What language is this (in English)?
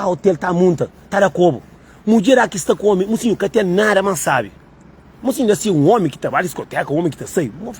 Kabuverdianu